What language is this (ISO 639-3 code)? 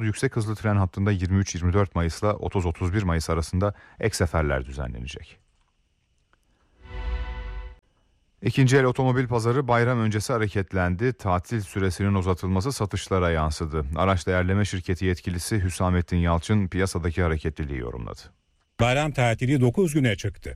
tur